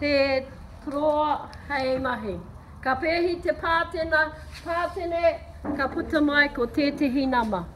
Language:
Māori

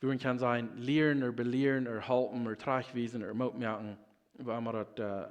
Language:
Plautdietsch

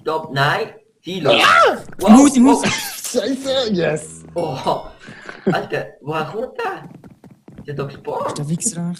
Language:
Swiss German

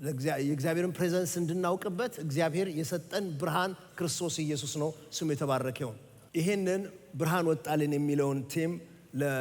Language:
Amharic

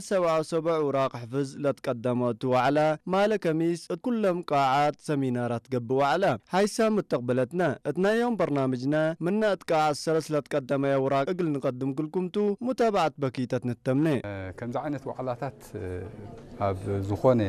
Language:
Tigre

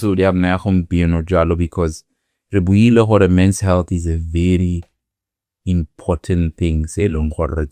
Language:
Tswana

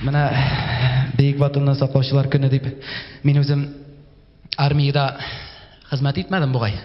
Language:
Tatar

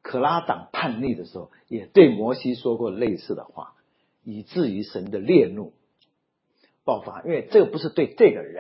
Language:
Chinese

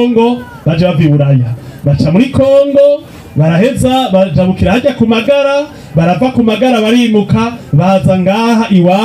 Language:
Rundi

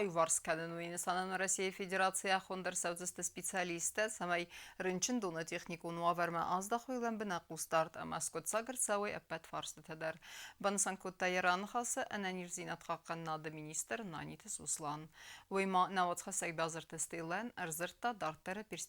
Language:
Ossetic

